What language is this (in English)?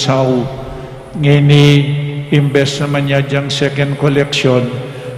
Pampanga